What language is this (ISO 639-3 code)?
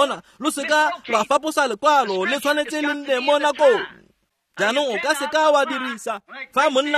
tsn